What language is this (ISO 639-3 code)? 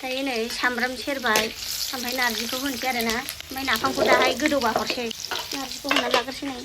brx